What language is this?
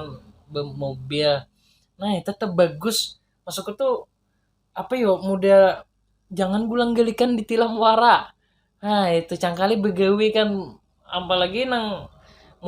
Banjar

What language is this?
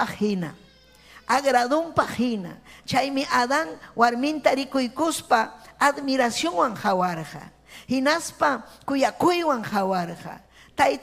Ayacucho Quechua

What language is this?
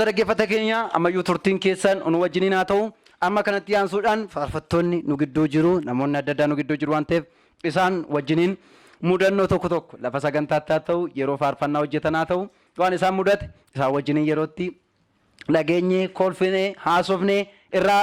Oromo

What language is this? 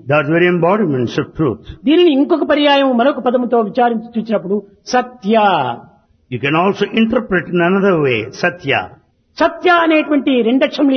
Telugu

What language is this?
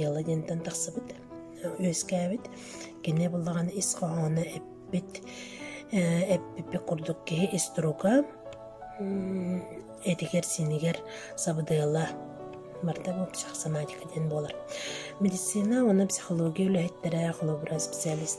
Yakut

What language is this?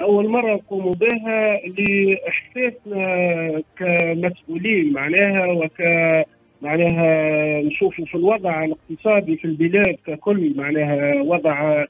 Tunisian Arabic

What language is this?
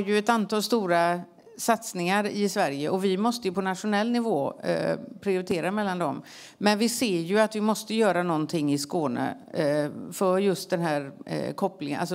Swedish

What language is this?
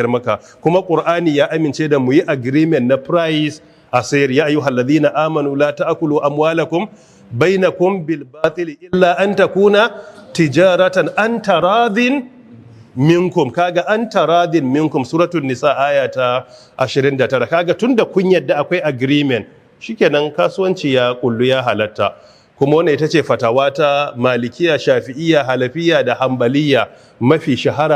Hausa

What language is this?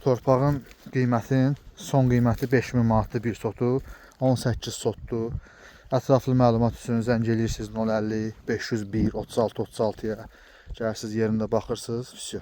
Azerbaijani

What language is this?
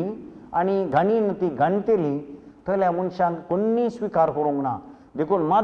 Konkani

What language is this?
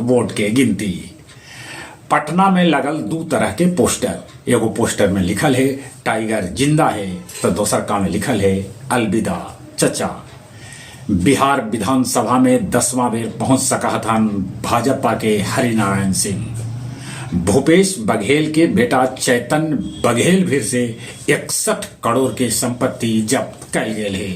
Magahi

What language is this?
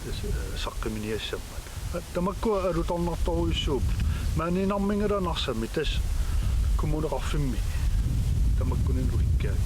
Kalaallisut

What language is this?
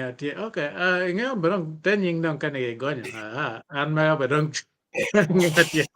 Acoli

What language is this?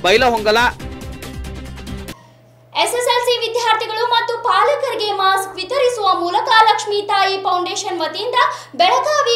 Kannada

